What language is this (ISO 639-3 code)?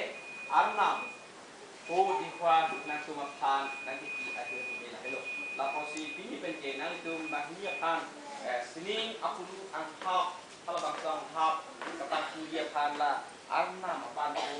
mjw